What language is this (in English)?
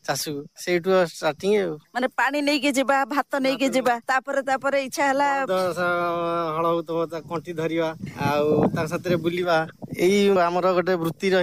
Odia